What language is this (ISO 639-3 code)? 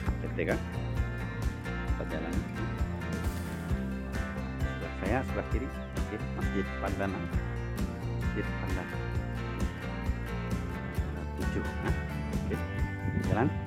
ind